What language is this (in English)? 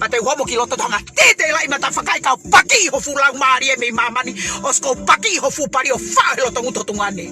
Tongan